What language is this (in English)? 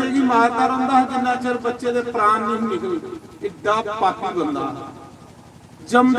Dogri